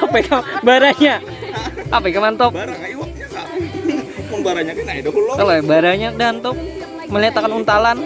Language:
Banjar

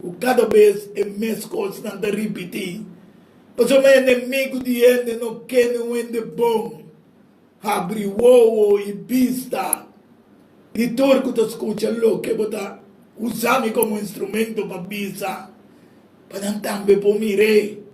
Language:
Papiamento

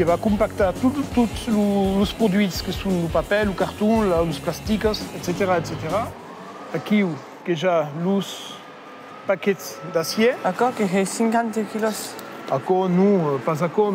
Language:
Occitan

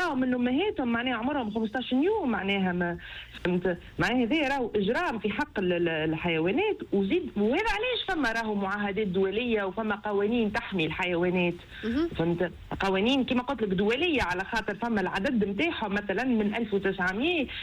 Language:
Tunisian Arabic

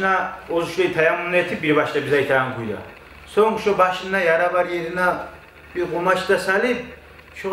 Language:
Kumyk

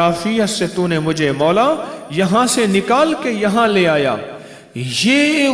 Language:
Urdu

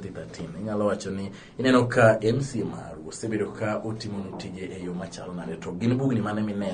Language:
Luo (Kenya and Tanzania)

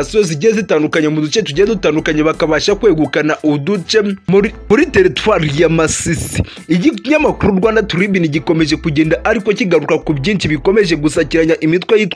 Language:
Kinyarwanda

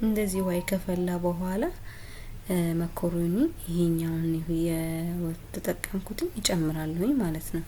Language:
Amharic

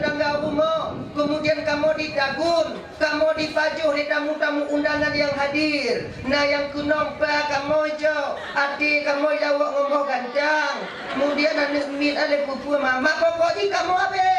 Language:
Achinese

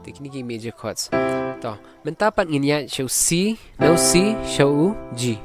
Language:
Khasi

